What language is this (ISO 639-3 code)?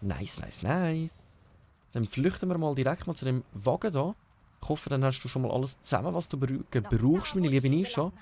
gsw